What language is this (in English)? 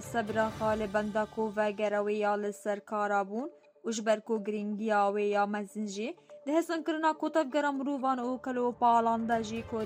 Kurdish